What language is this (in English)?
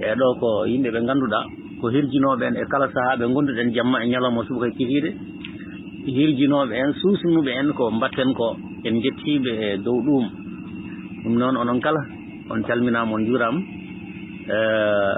Fula